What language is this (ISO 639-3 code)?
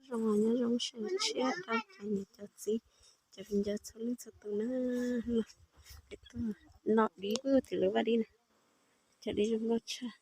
hmn